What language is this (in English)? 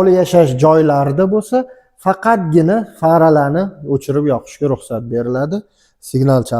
Uzbek